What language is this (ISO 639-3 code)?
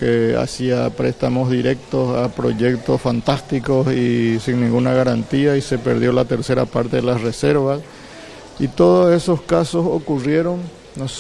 spa